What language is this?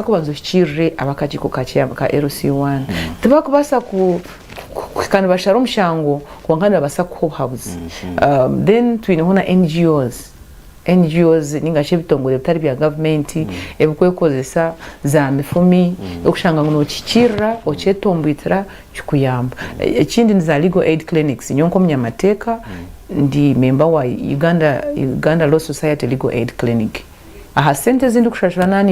Nyankole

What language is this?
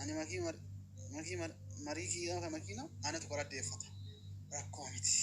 Oromo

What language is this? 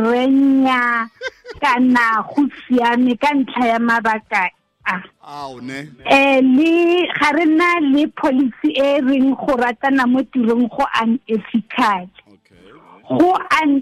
Tswana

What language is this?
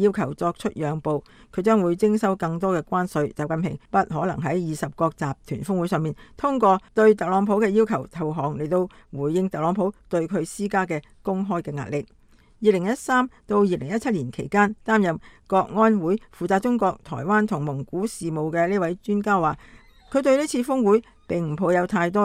Cantonese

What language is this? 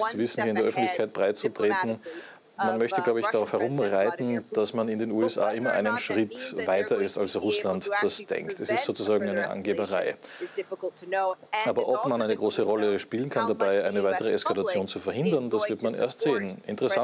German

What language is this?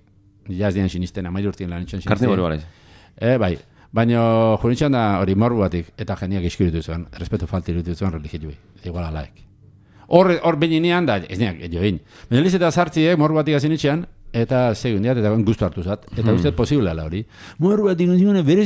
Basque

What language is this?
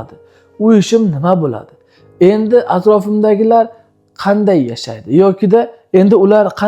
Uzbek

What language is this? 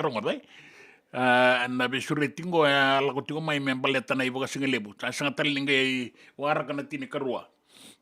Fijian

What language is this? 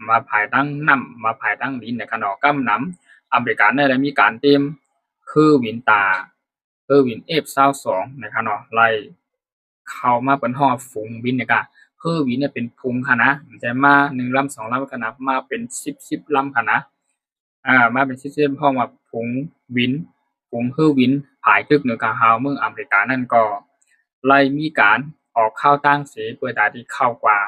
Shan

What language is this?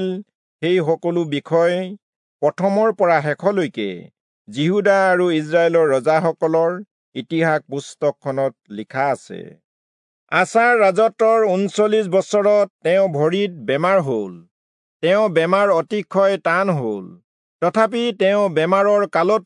Assamese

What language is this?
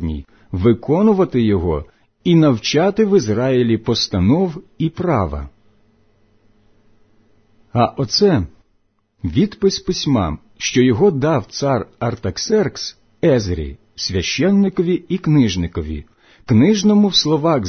Ukrainian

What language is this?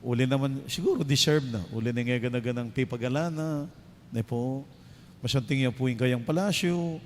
Pampanga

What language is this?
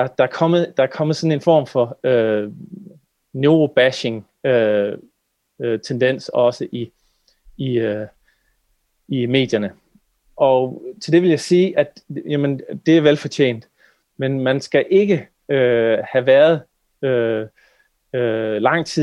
Danish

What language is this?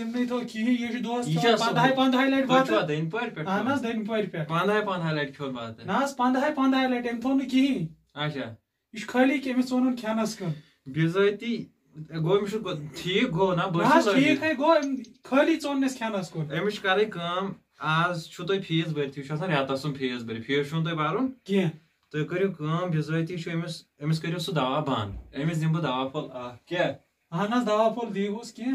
Kashmiri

